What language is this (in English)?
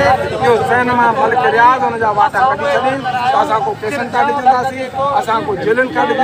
Sindhi